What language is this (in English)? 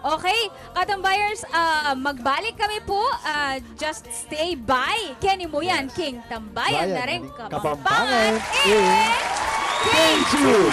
Pampanga